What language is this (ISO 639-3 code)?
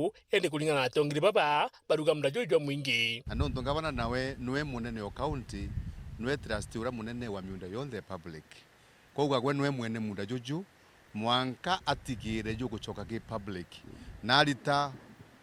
mer